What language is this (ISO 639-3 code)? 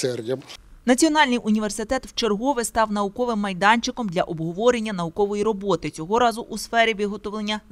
ukr